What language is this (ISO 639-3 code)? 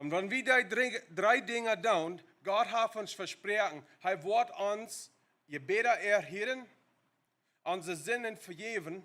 pdt